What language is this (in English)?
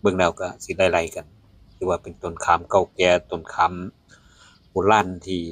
Northeastern Thai